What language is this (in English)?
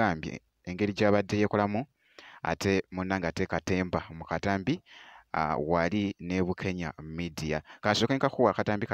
Ganda